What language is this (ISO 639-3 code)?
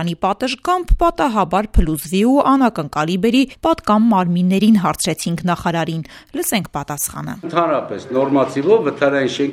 hye